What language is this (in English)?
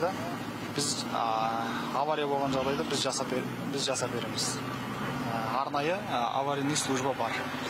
Kazakh